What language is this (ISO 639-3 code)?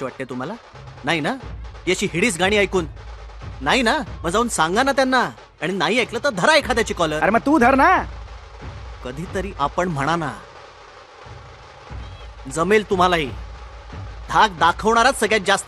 mar